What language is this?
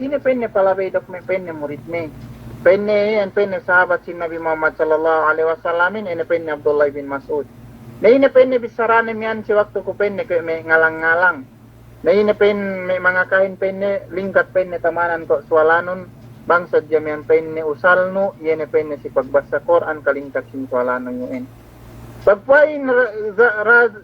Yakan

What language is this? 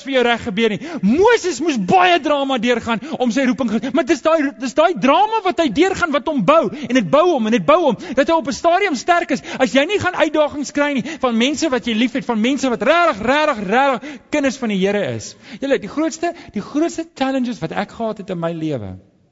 Afrikaans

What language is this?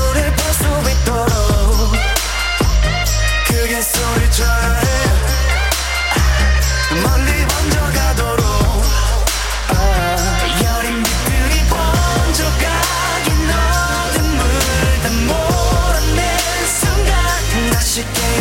Korean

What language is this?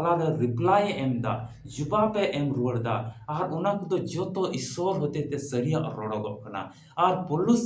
Santali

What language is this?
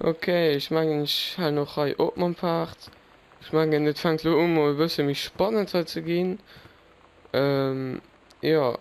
Luxembourgish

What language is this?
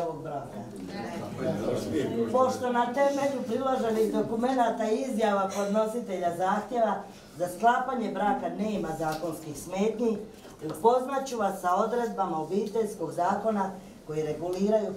Croatian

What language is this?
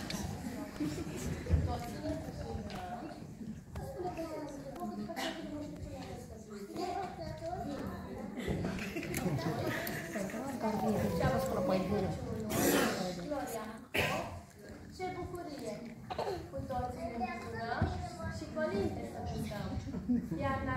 Romanian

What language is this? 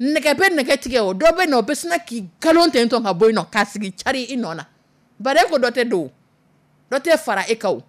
Dyula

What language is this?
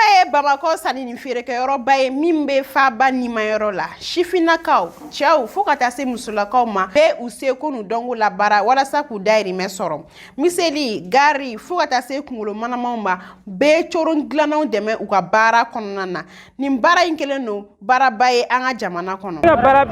Bambara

